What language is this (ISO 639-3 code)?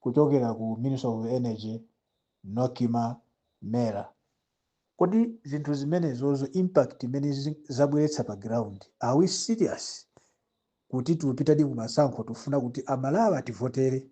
nya